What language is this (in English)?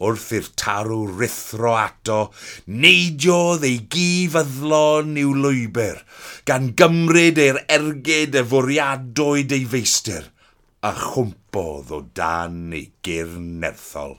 Welsh